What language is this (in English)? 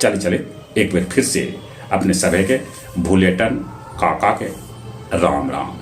Magahi